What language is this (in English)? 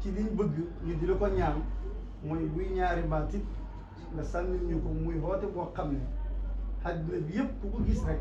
Wolof